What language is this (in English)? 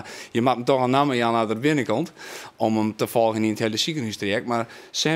Western Frisian